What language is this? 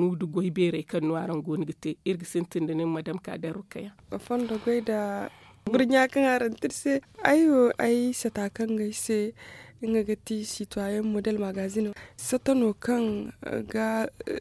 Zarma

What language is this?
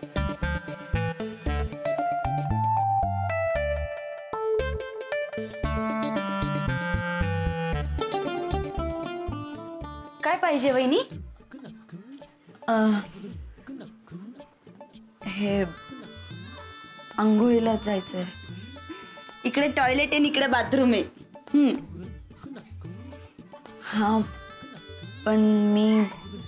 Marathi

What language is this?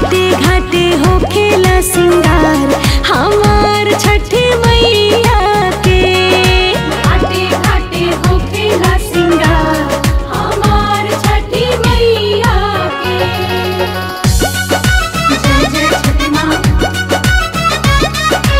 Bhojpuri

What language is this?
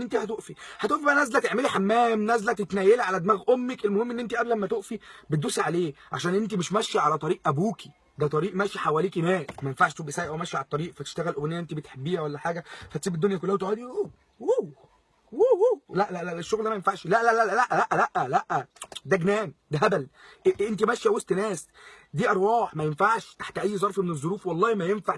Egyptian Arabic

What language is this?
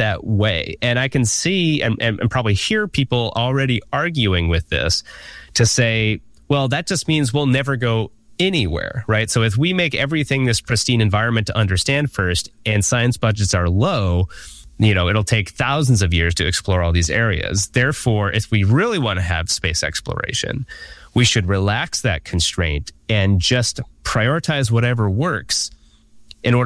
English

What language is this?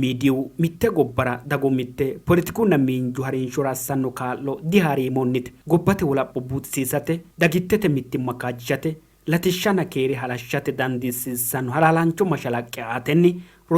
Sidamo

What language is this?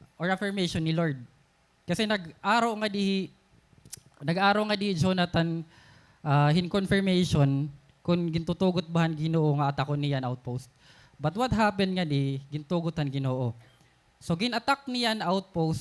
Waray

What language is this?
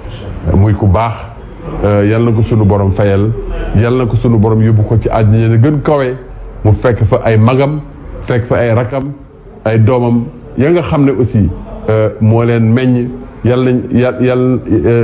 Wolof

